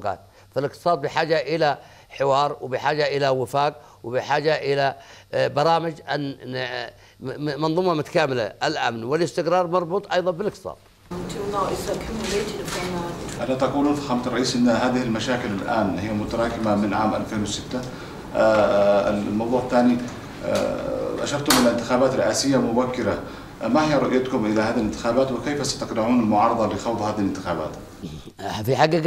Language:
Arabic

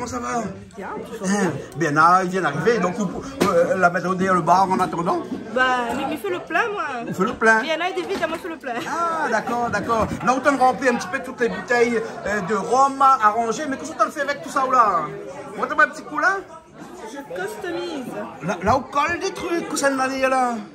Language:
Réunion Creole French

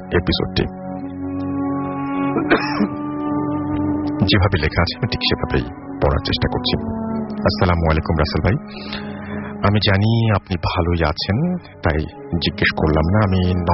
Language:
Bangla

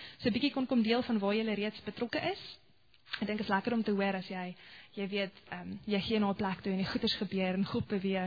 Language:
Afrikaans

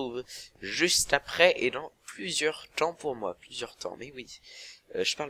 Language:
French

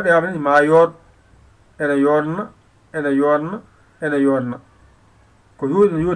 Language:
Fula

